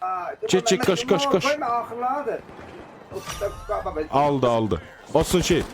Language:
South Azerbaijani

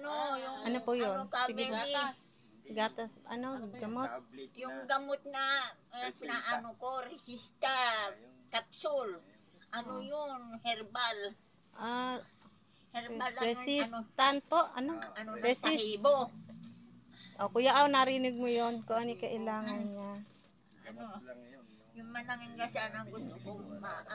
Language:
Filipino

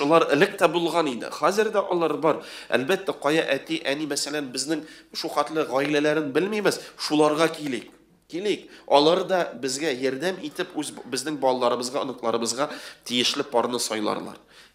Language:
Tatar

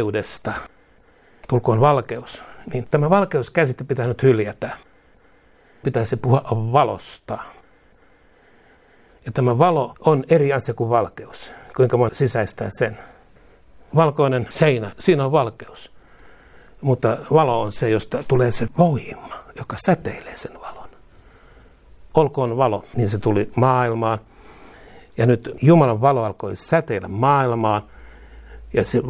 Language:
Finnish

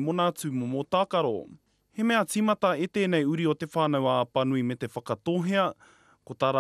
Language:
Māori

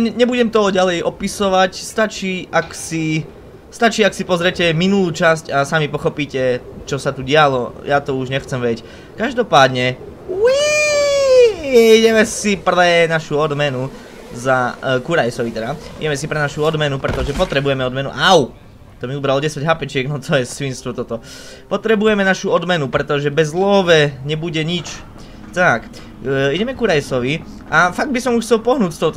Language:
Slovak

